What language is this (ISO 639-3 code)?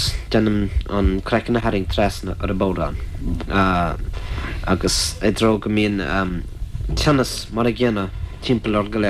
gle